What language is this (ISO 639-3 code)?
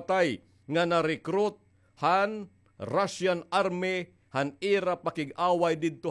war